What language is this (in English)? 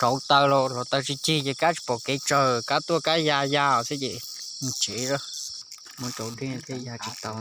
Hmong